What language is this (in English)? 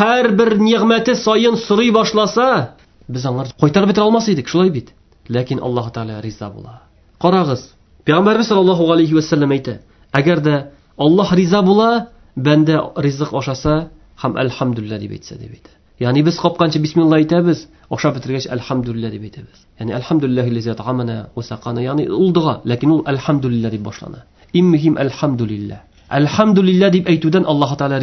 Tatar